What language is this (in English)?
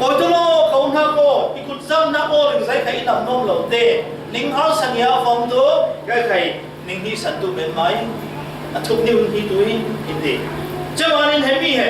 Falam Chin